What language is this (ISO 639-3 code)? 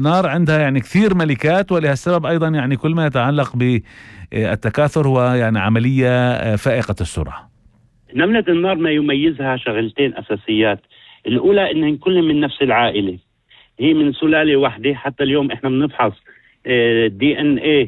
apc